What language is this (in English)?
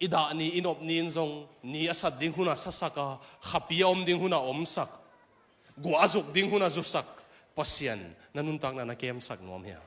Tedim Chin